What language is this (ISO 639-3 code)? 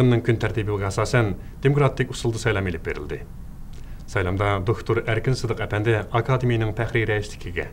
uig